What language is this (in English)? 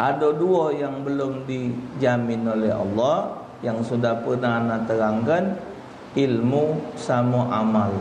Musi